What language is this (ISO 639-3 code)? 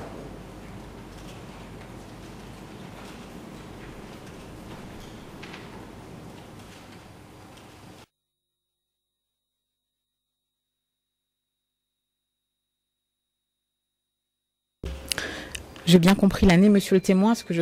fra